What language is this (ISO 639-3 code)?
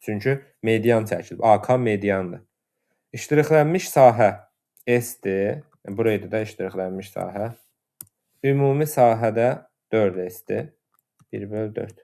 aze